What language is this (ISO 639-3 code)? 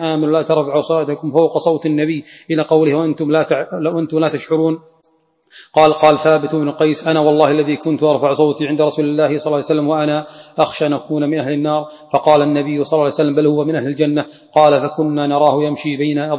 ara